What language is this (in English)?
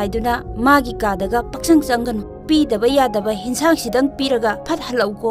Manipuri